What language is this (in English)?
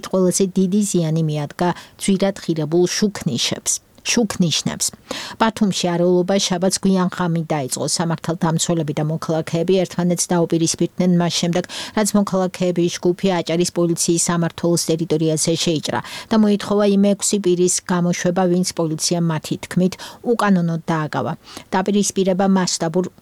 Georgian